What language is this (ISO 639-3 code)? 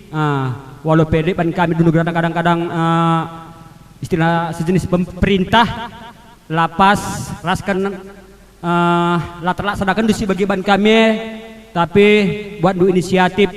btx